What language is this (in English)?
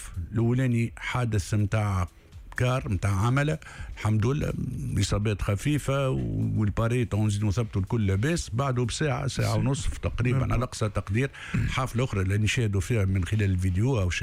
Tunisian Arabic